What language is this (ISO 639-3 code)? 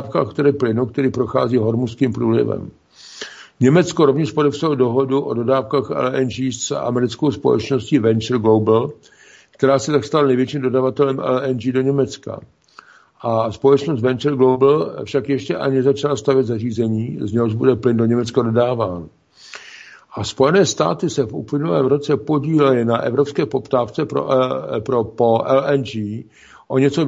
ces